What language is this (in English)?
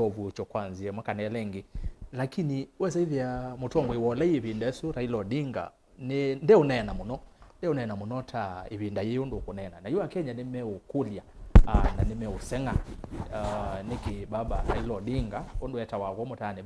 Kamba